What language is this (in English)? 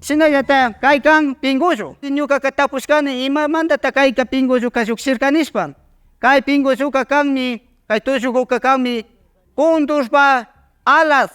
Imbabura Highland Quichua